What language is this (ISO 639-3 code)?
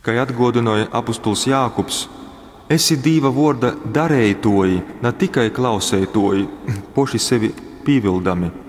ltg